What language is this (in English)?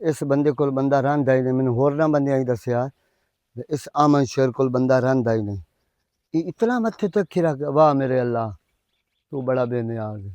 Western Panjabi